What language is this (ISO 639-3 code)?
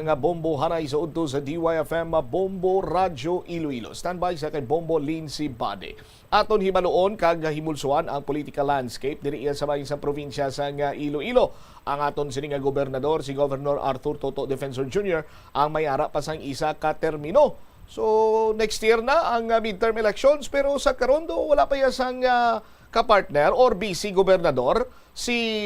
hil